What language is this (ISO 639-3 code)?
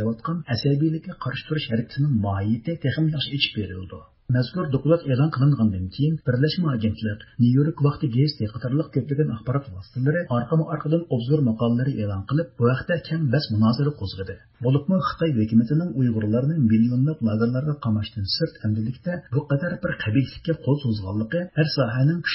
uig